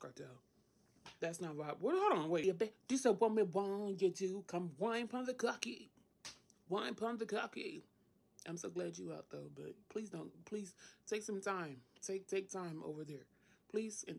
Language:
Jamaican Creole English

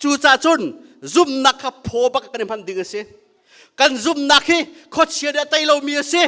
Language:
Hakha Chin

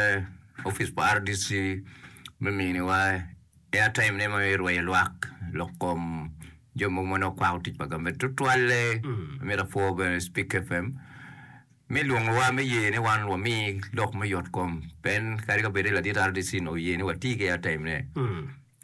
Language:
Acoli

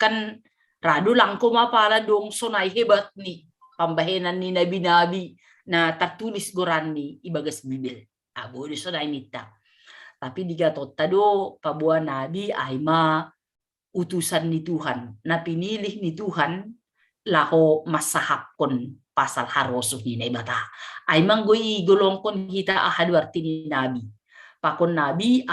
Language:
Batak Simalungun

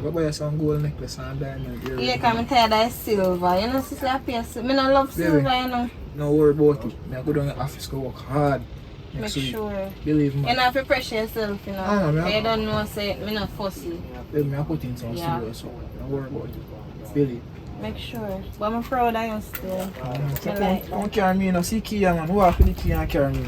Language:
Jamaican Creole English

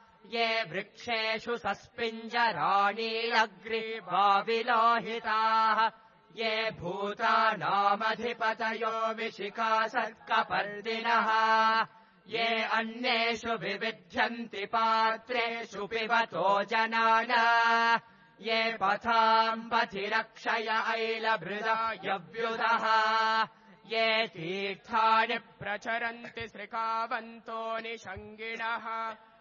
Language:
Sanskrit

